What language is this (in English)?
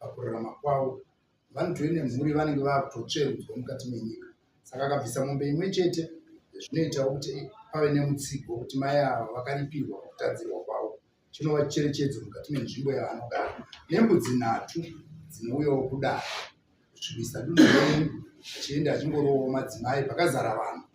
Shona